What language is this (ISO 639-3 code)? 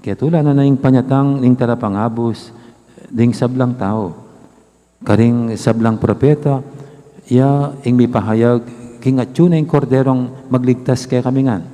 pam